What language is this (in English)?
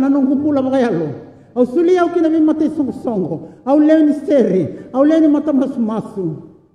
Fijian